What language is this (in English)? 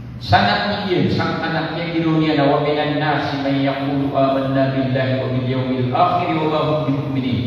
Maranao